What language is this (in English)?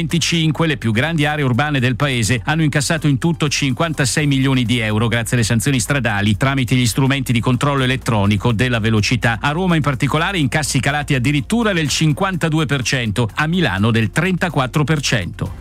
Italian